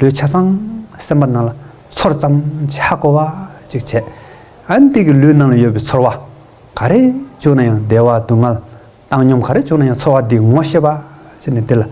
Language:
Tibetan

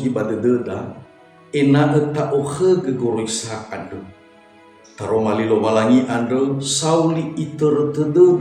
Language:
Nias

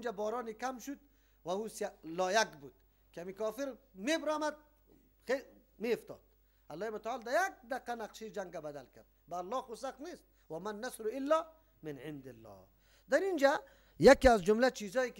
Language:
Persian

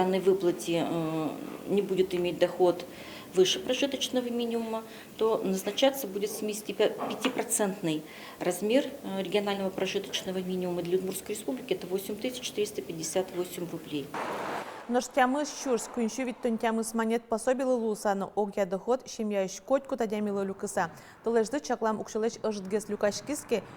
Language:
Udmurt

